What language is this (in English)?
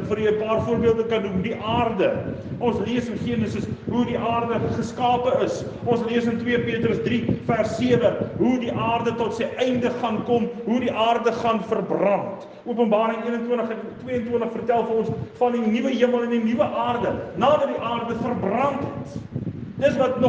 Afrikaans